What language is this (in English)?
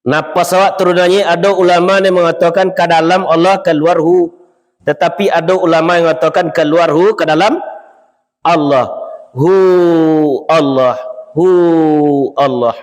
Minangkabau